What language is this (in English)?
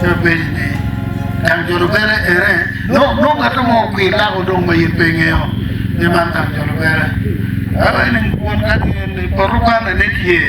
Acoli